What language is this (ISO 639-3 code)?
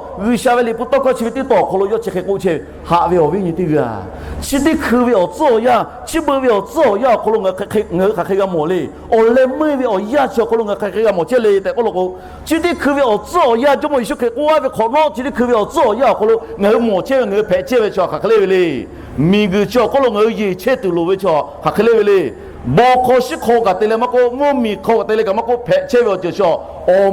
lhu